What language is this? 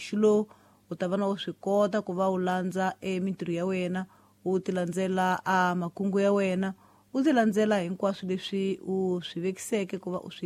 Tsonga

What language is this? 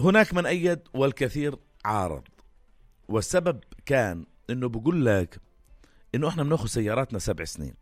North Levantine Arabic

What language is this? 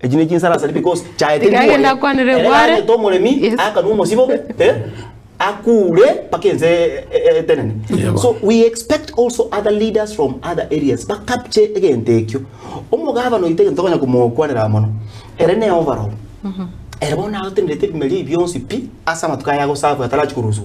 Gusii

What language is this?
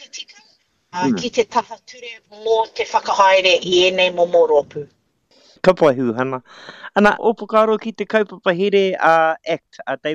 Māori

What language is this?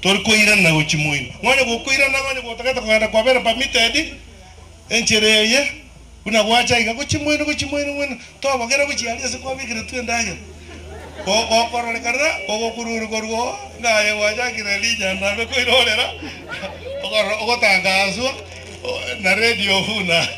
Gusii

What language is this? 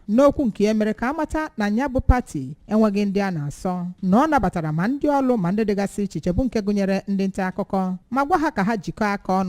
Igbo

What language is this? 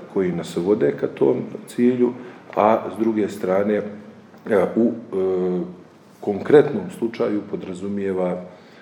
Serbian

